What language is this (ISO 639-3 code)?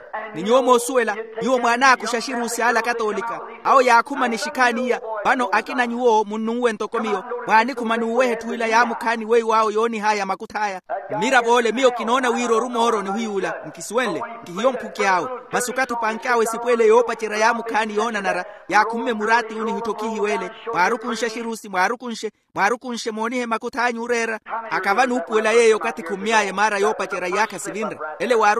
vmw